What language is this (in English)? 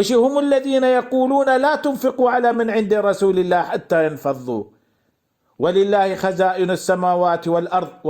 Baluchi